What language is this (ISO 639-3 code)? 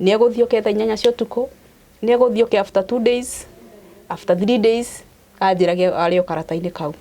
kik